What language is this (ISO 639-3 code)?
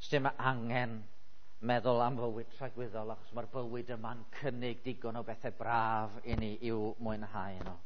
cym